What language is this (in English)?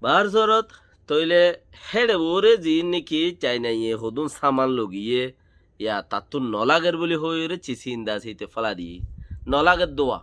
Rohingya